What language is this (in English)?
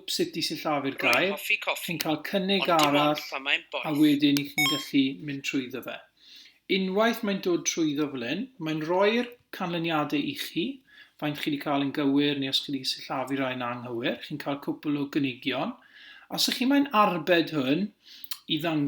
Welsh